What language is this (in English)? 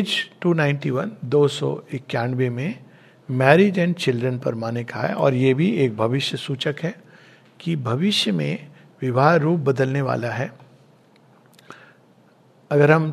Hindi